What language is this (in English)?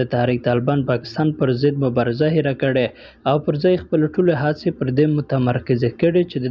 Pashto